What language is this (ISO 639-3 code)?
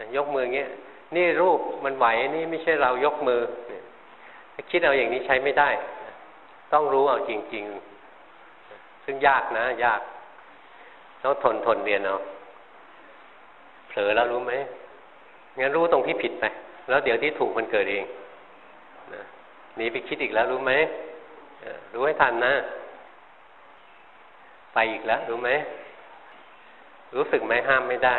tha